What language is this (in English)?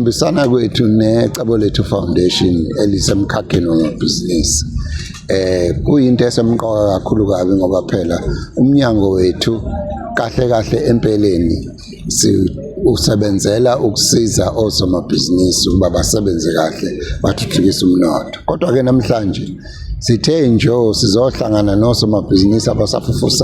Zulu